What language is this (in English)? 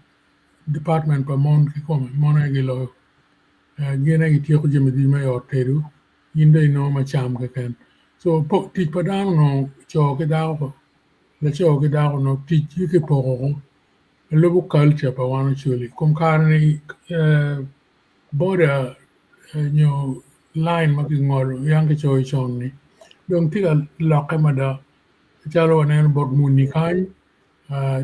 Acoli